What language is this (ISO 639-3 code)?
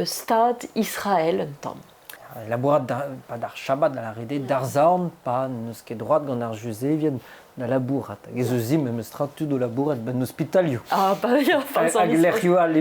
bre